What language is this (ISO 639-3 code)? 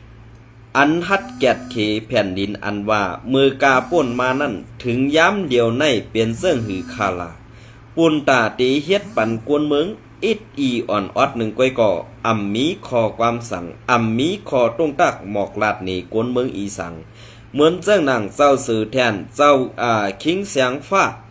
shn